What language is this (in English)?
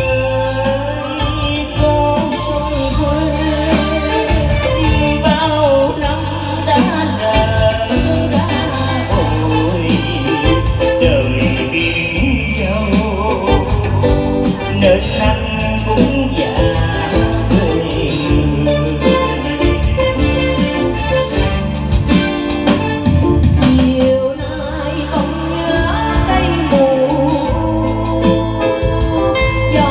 Vietnamese